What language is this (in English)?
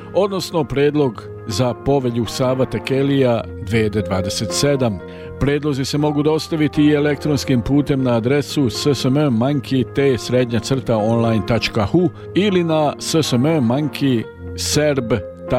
Serbian